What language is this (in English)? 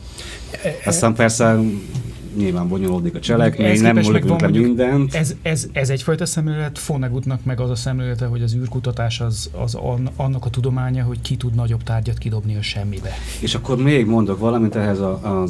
Hungarian